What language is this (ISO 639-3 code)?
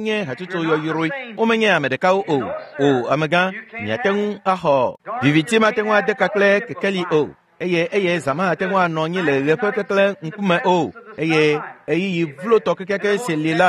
ewe